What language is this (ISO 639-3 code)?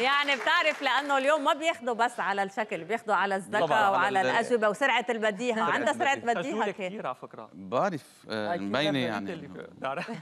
apc